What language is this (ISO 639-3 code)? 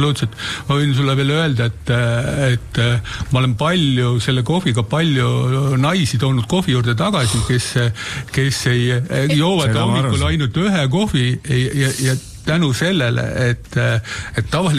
est